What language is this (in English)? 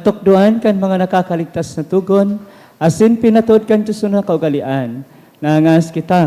Bikol